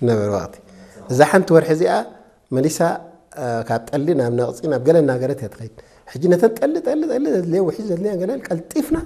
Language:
Tigrinya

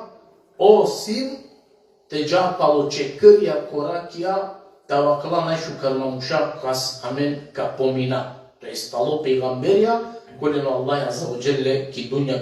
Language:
Balkan Romani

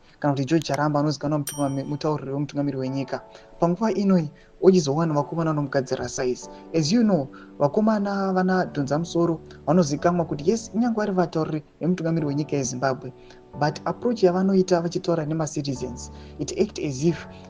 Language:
Shona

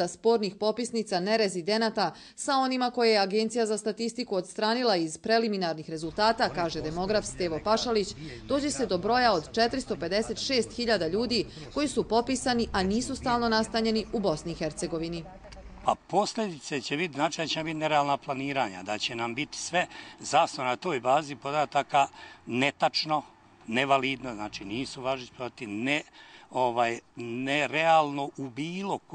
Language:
Bosnian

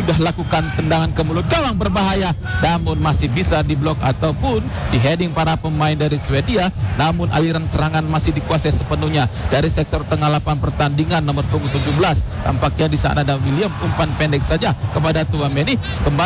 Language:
Indonesian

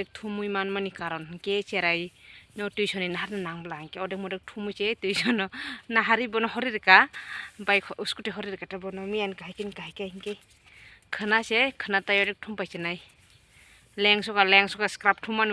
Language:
Kok Borok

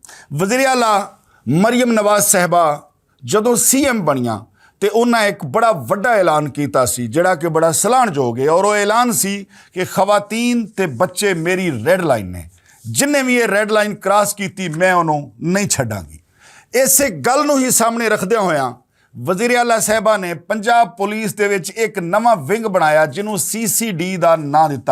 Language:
Western Panjabi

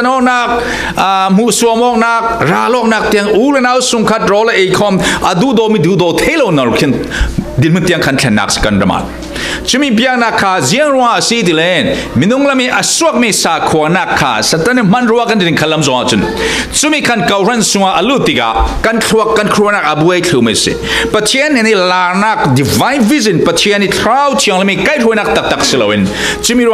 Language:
Falam Chin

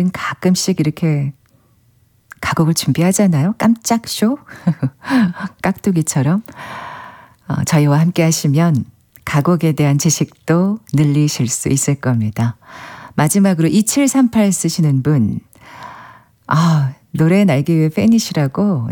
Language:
Korean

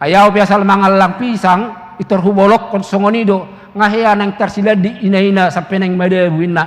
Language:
Batak Toba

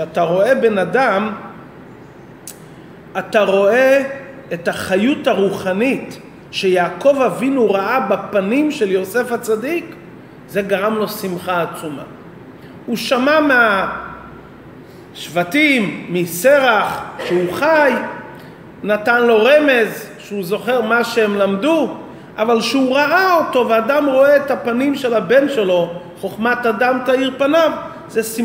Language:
Hebrew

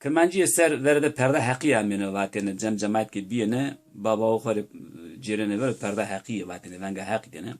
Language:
Zaza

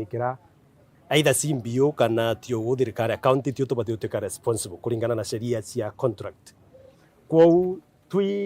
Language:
Meru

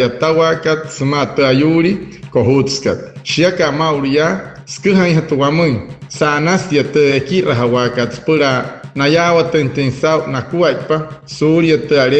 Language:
Wayuu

